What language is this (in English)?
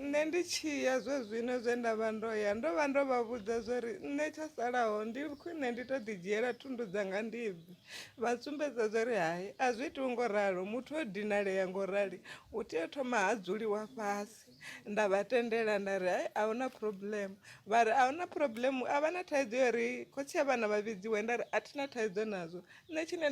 Venda